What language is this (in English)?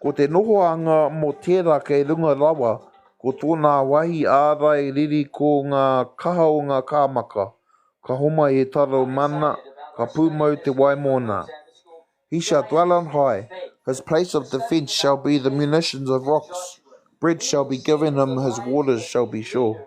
Māori